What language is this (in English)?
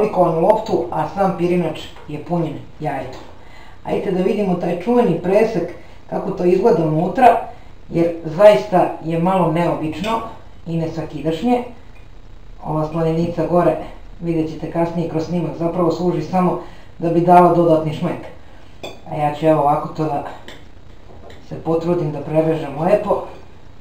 Serbian